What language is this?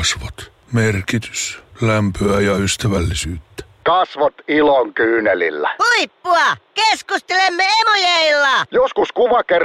Finnish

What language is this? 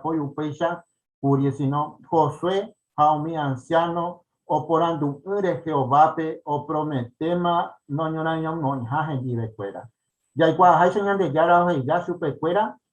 Guarani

